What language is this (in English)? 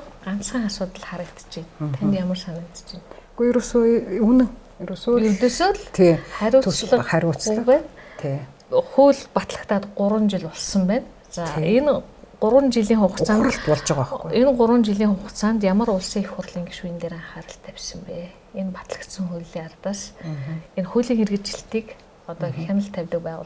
Mongolian